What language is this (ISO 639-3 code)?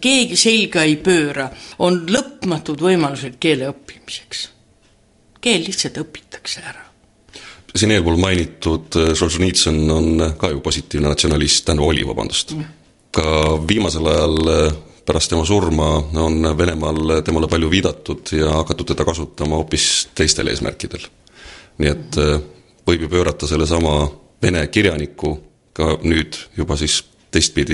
est